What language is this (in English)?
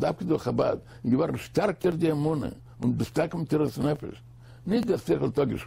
Yiddish